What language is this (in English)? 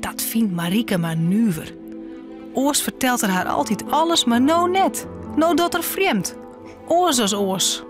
Western Frisian